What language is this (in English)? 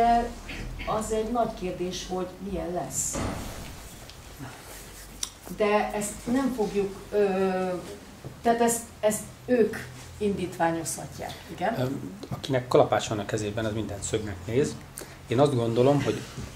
Hungarian